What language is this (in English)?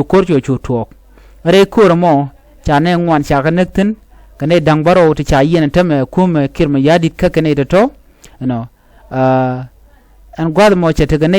Nuer